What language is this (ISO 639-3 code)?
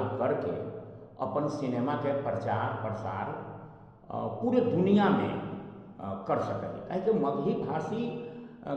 mag